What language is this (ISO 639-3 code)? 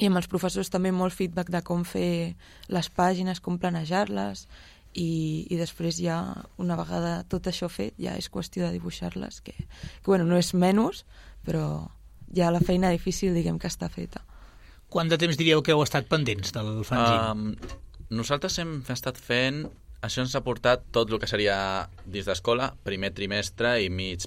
cat